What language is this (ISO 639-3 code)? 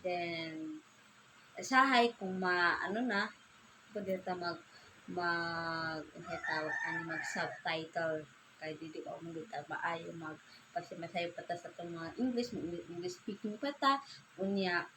ceb